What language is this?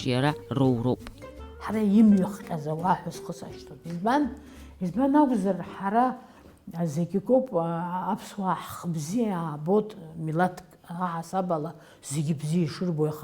Abkhazian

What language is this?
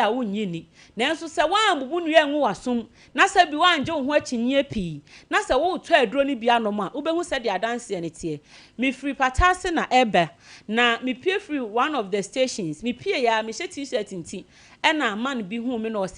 Akan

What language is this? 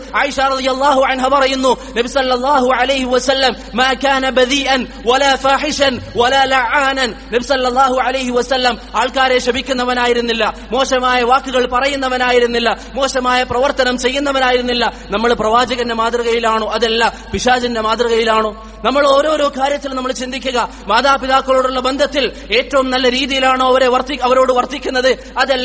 Malayalam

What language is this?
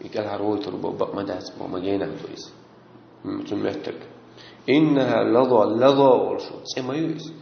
Chechen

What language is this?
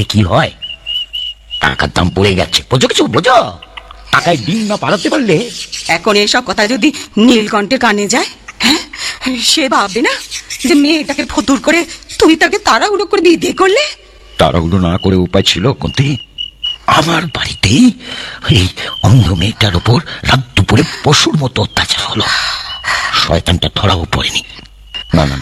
Bangla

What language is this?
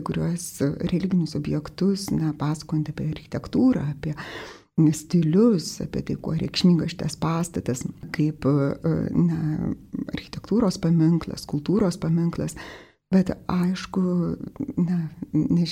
Lithuanian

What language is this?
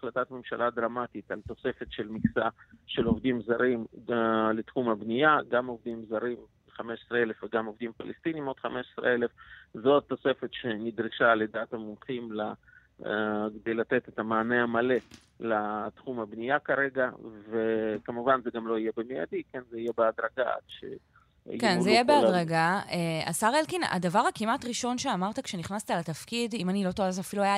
Hebrew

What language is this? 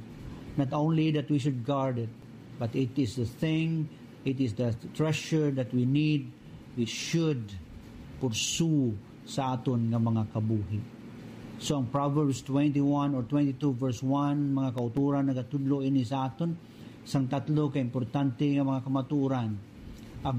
Hiligaynon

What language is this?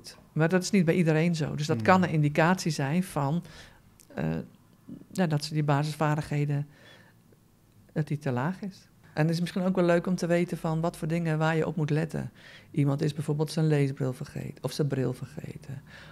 Dutch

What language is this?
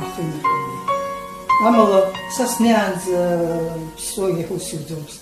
Abkhazian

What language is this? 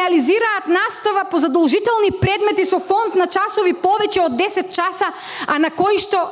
Macedonian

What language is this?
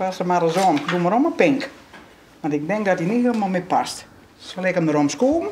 Western Frisian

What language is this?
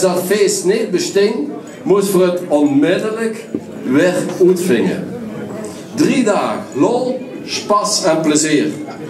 Limburgish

